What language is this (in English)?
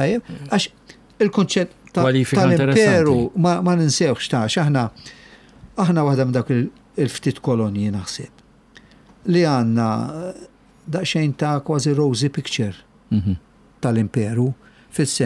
Maltese